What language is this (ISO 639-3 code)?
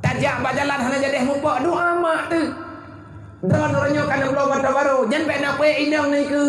ace